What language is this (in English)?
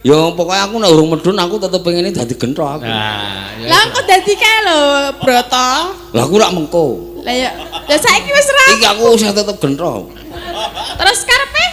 Javanese